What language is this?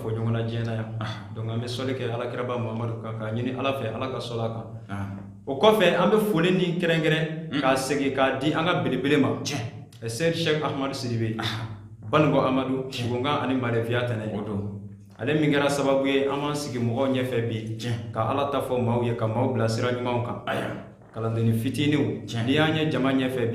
Bambara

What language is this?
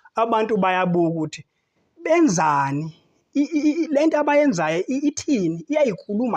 Zulu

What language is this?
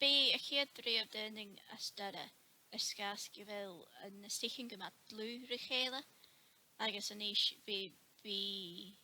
Scottish Gaelic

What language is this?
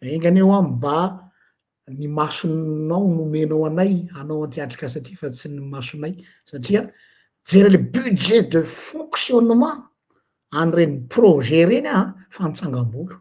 Malagasy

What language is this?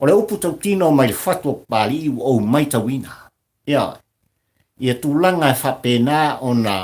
Samoan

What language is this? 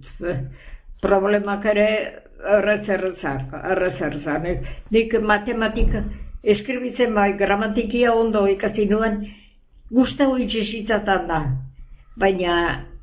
Basque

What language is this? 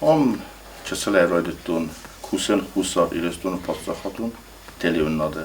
Ossetic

